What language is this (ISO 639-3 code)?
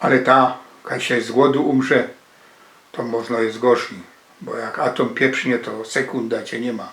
szl